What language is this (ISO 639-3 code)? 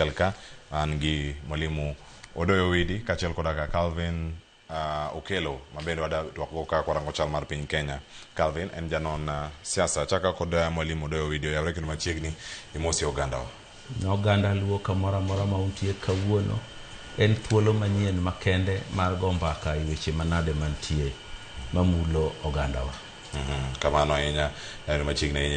luo